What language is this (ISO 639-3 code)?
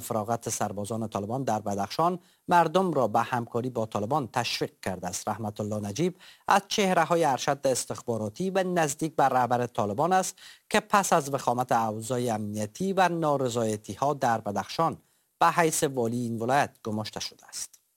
fas